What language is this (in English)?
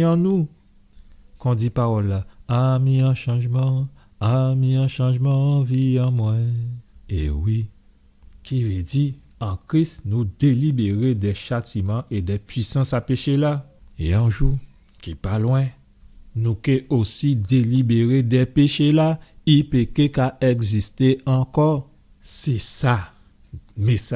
Guadeloupean Creole French